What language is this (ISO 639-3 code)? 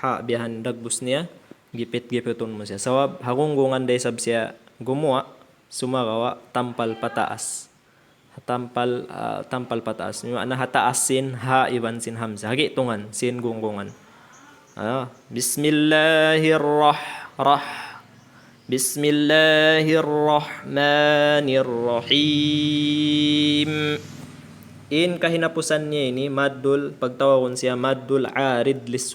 tsg